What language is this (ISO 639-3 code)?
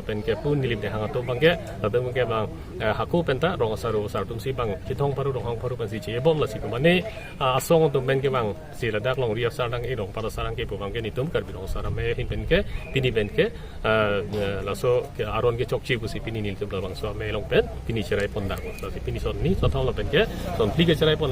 mjw